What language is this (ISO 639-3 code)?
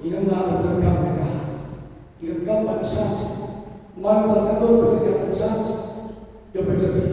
kha